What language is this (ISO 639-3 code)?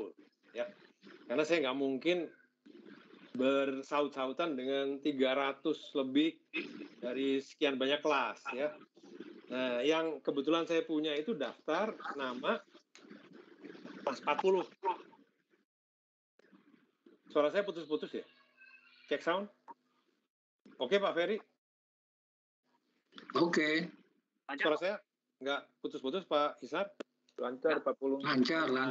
ind